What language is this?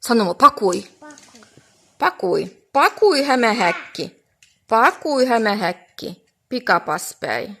Livvi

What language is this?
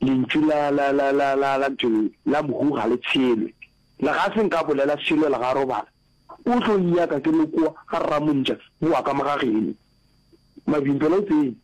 Northern Sotho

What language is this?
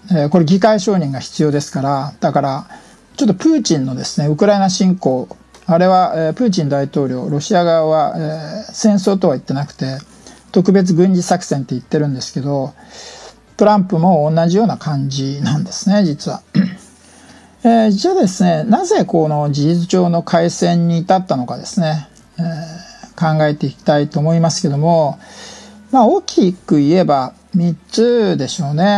Japanese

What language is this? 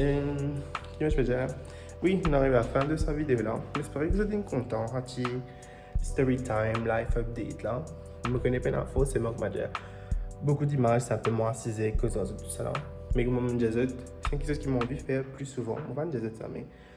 Morisyen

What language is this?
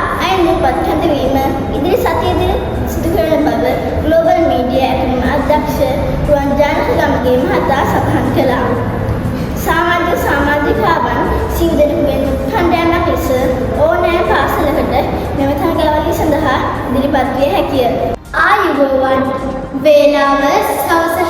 Sinhala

